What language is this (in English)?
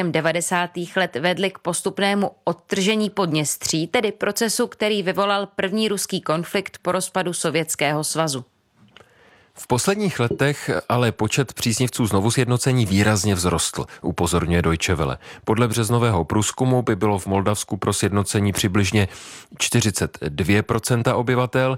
Czech